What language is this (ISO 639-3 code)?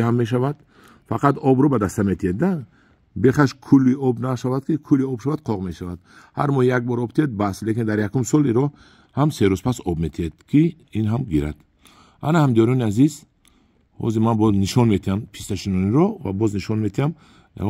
tgk